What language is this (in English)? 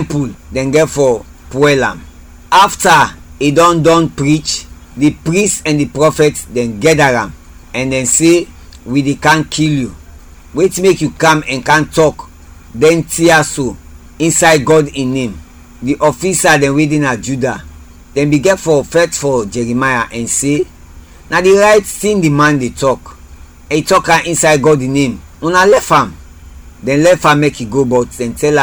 Krio